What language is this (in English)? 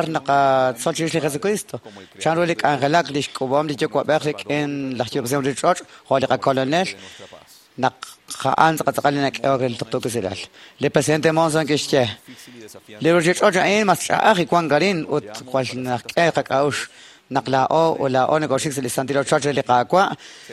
Kekchí